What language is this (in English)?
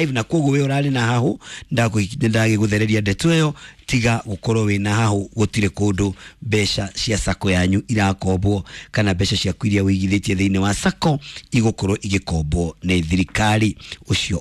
Kikuyu